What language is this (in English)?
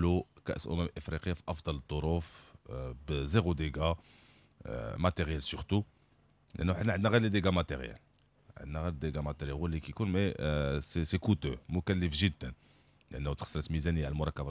Moroccan Arabic